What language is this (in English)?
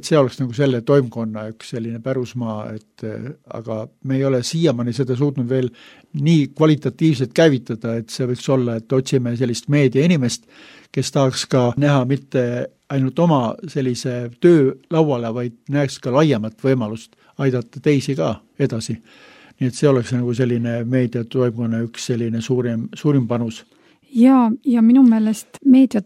Estonian